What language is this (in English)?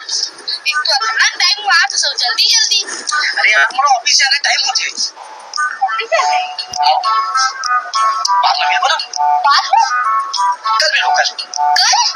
Chhattisgarhi